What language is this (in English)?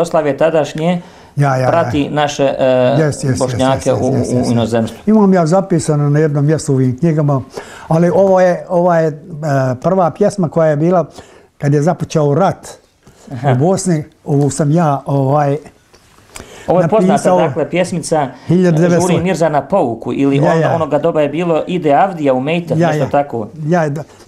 Bosnian